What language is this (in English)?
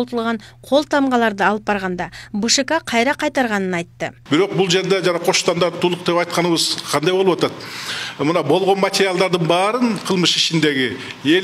Kyrgyz